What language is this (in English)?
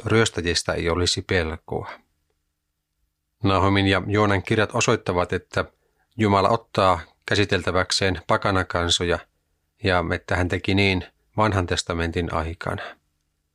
Finnish